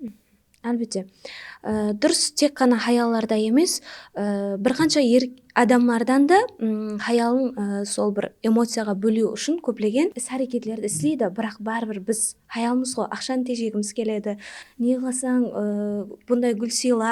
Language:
Kara-Kalpak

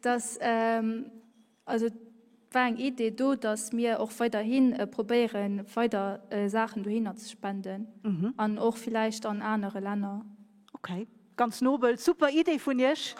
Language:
Luxembourgish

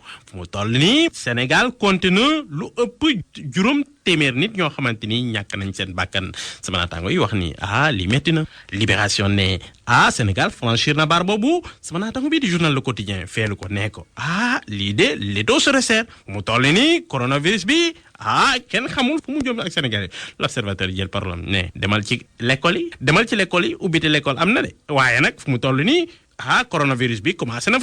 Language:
Wolof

